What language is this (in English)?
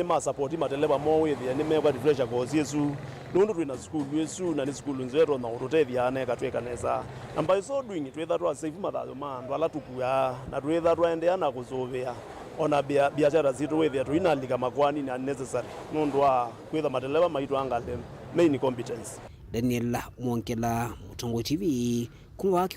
Kamba